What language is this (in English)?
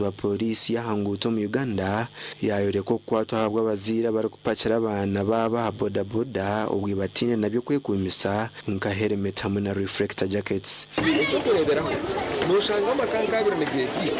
Nyankole